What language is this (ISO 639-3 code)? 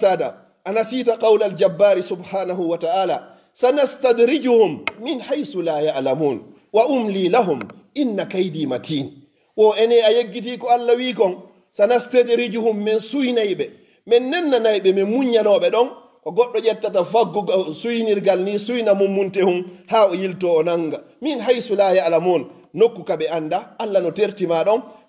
ful